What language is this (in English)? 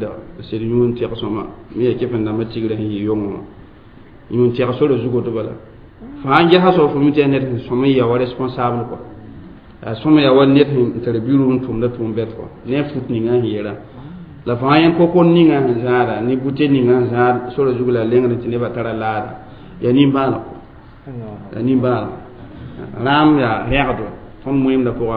Mossi